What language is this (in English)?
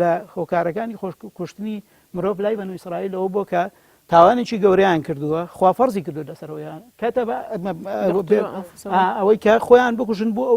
Central Kurdish